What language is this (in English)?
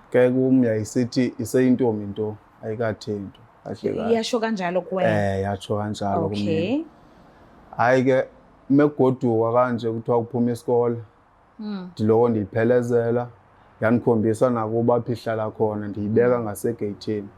Zulu